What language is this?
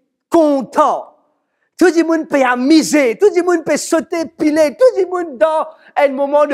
Morisyen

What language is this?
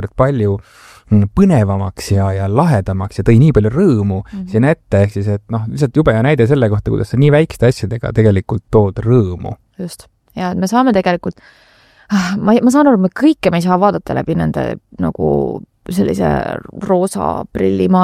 Estonian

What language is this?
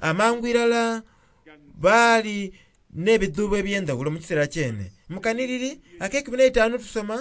Soga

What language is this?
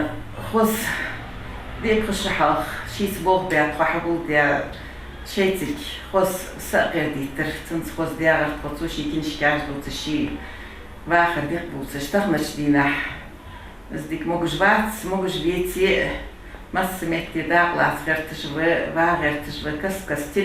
Ingush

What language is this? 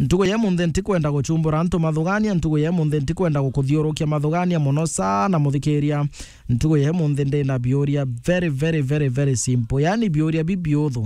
Meru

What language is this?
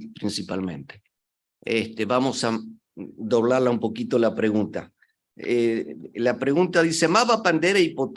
Guarani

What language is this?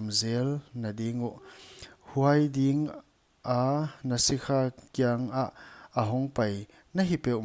Paite Chin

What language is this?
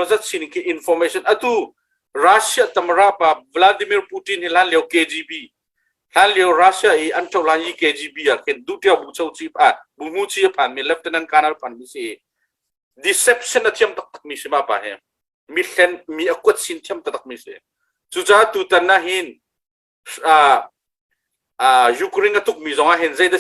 Hakha Chin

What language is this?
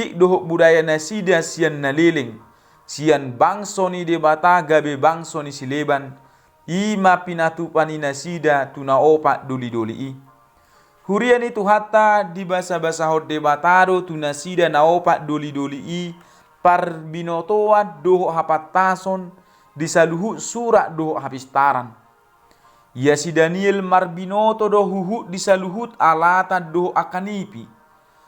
Batak Toba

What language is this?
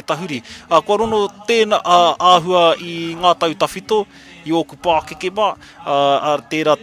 Māori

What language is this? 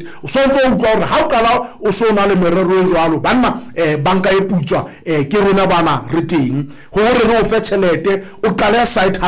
Southern Sotho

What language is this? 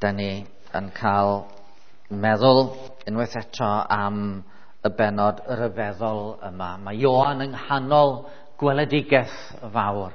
Welsh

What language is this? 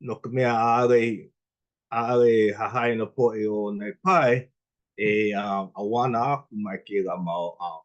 Hawaiian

